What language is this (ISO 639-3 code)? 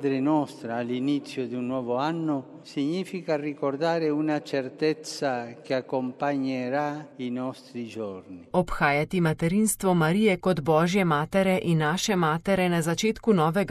slv